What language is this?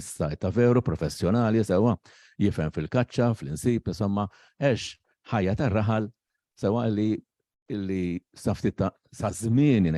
Maltese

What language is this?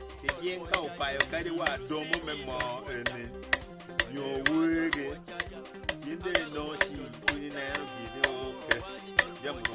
Acoli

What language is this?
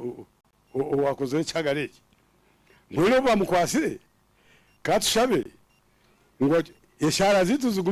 Nyankole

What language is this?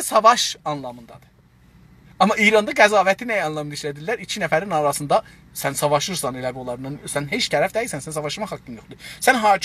South Azerbaijani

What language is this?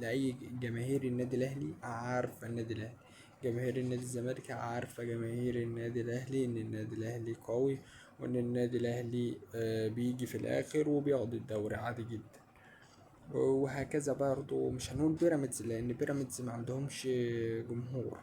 Egyptian Arabic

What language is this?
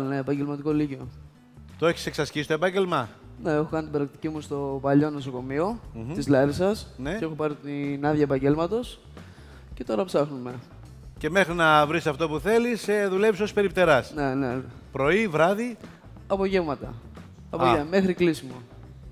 Greek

